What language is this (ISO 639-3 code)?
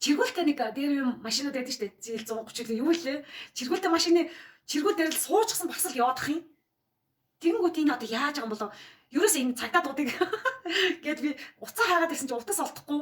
mon